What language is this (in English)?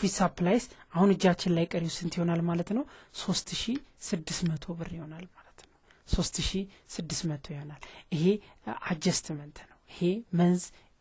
Amharic